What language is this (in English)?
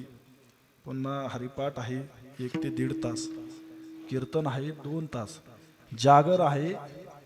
Marathi